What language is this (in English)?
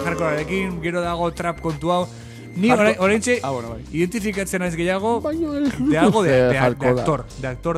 Basque